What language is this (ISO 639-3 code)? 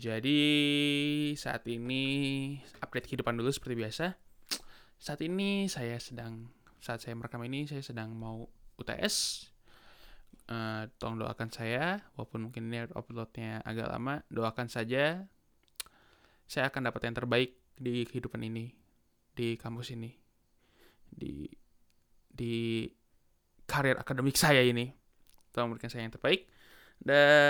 ind